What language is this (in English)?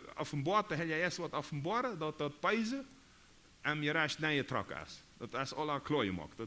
Plautdietsch